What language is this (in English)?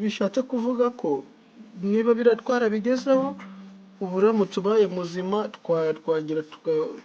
Kinyarwanda